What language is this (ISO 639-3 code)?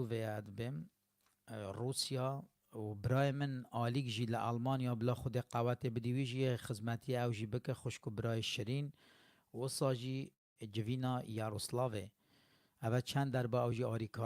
kur